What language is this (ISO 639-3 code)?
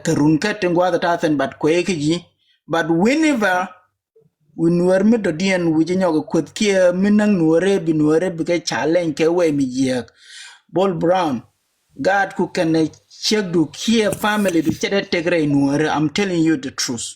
nus